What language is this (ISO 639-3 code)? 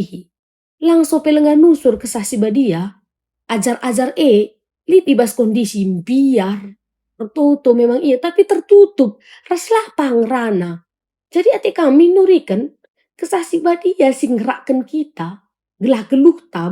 btx